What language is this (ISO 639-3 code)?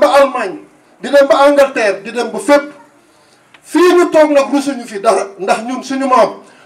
wol